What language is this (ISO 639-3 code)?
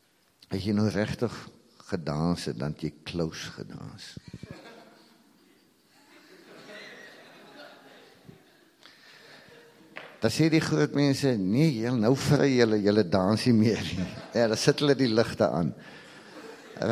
afr